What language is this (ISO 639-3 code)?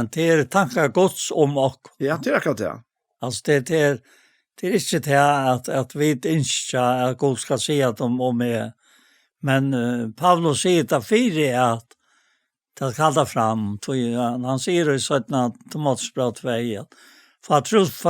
fao